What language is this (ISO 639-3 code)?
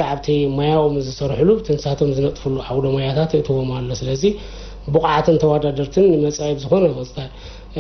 tir